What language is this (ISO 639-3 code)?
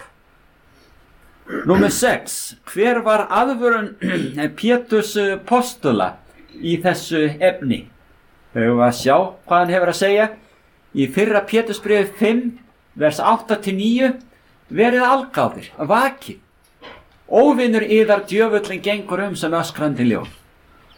isl